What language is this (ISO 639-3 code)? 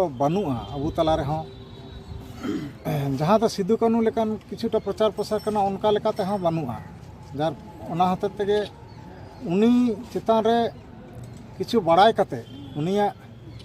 sat